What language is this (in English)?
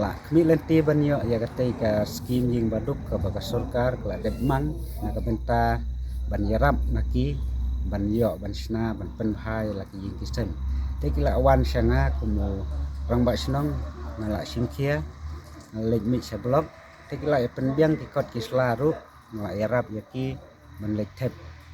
Khasi